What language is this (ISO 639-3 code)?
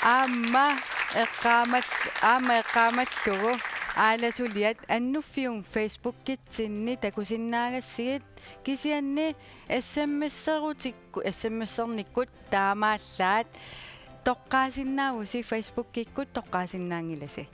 kal